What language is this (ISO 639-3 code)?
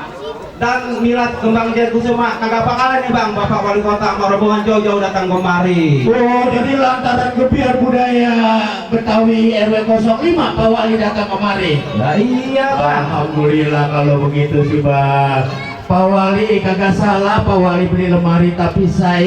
bew